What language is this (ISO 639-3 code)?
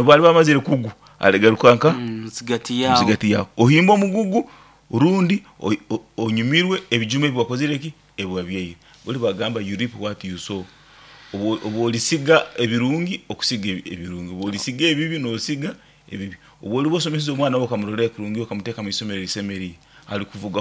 nyo